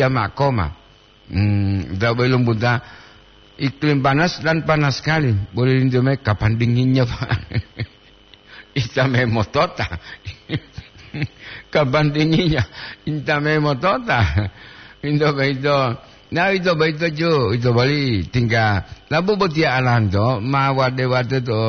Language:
Gorontalo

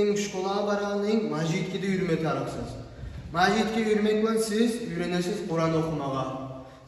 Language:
Kumyk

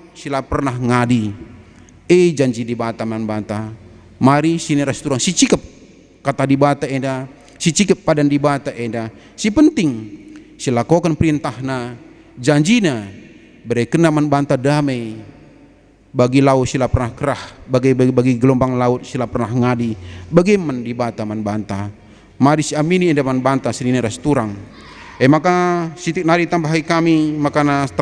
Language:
Batak Karo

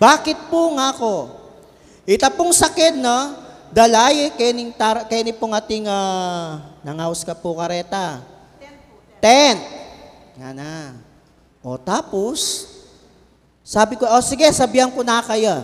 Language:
Pampanga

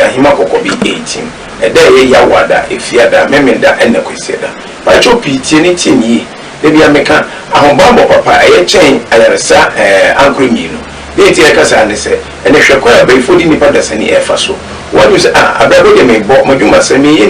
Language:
Akan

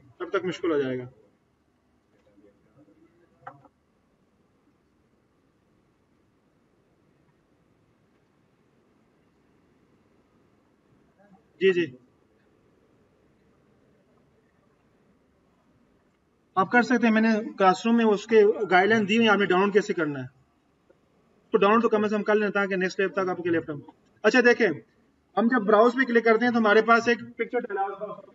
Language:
Hindi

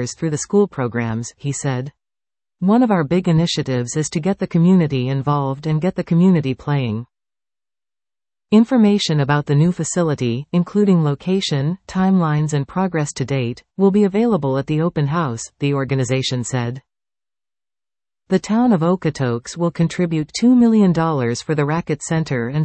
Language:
English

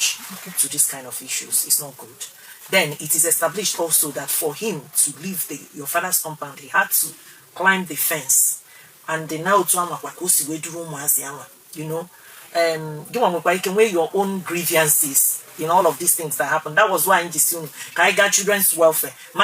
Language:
Igbo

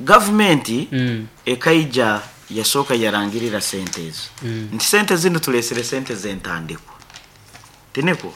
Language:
Nyankole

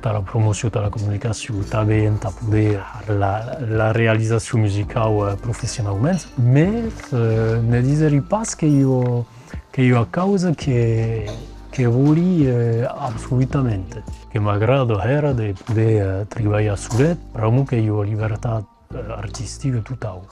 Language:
Occitan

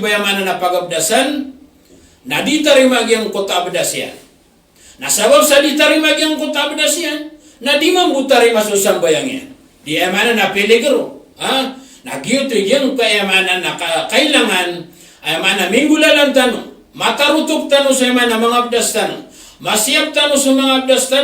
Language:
Maranao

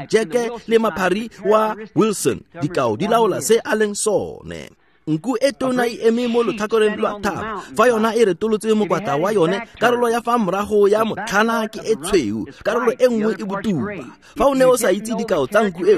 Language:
Tswana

